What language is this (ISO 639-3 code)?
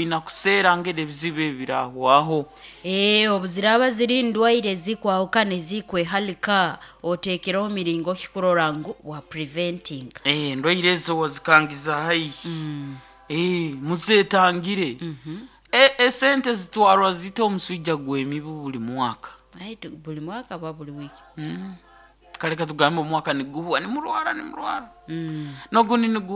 nyo